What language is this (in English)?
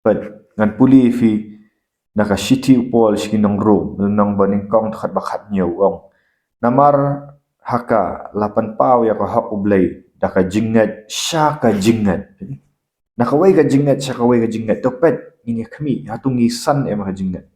Khasi